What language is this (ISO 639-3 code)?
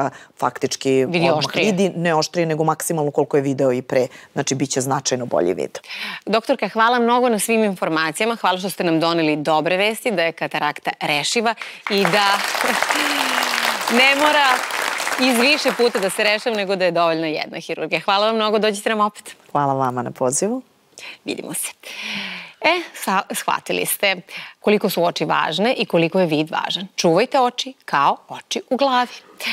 srp